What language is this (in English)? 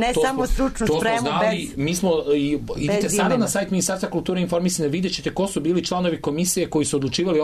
Serbian